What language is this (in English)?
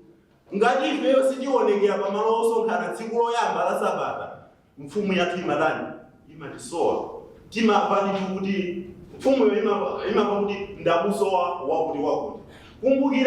Nyanja